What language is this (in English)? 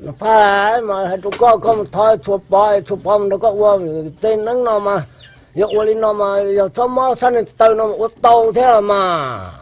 Hmong